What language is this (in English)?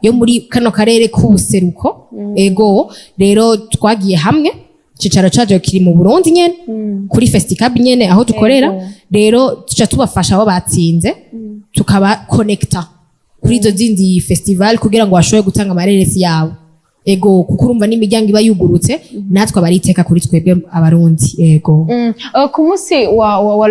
Rundi